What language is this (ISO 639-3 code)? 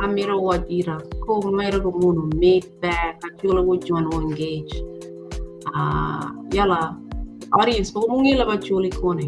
ach